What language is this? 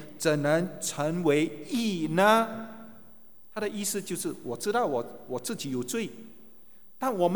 Chinese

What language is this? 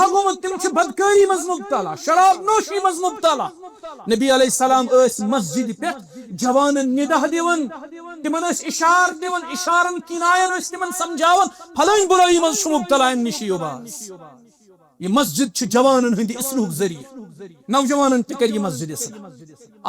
Kashmiri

